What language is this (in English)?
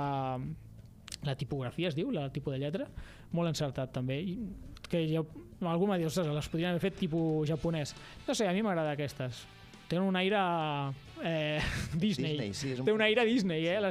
Catalan